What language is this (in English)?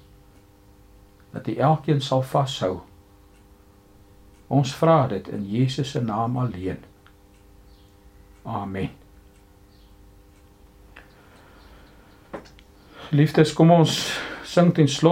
Afrikaans